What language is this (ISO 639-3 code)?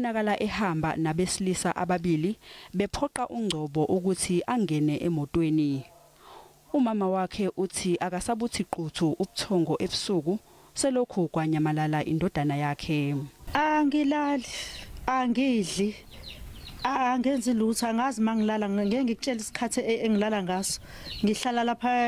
zul